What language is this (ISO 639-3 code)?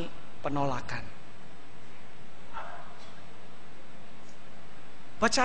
ind